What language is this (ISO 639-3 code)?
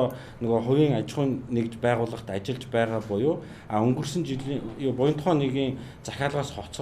mon